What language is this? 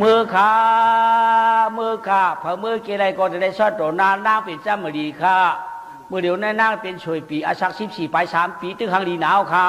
Shan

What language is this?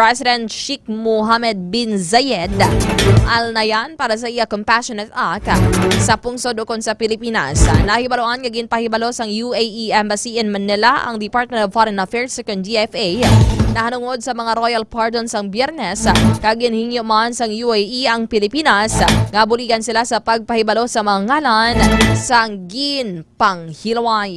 Hiligaynon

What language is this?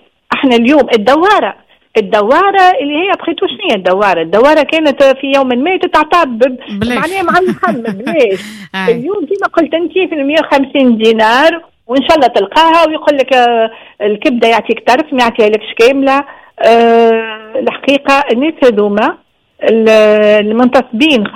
Tunisian Arabic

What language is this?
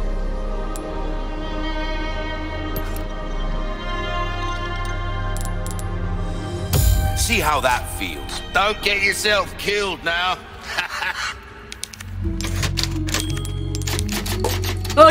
English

